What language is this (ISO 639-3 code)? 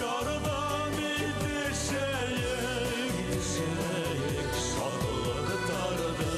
bak